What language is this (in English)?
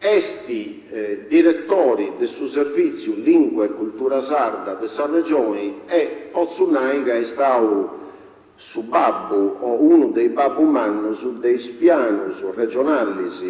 Sardinian